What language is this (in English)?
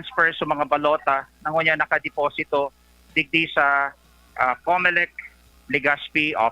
Bikol